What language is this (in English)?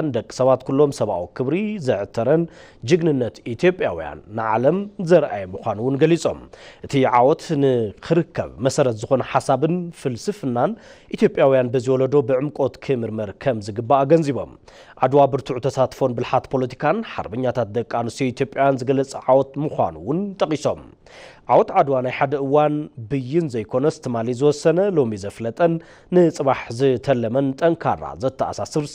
Tigrinya